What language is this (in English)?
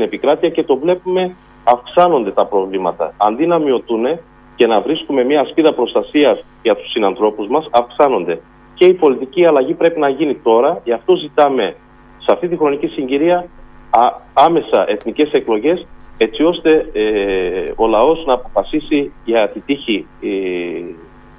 Greek